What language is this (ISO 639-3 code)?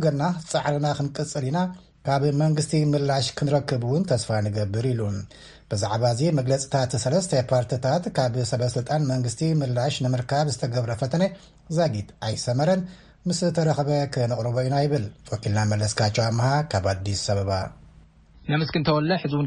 tir